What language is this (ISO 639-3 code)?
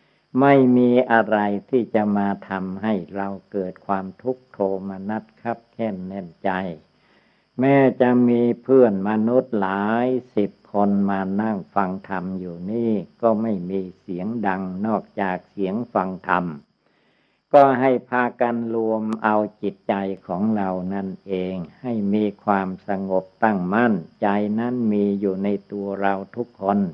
tha